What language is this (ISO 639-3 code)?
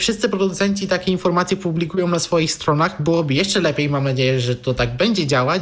pol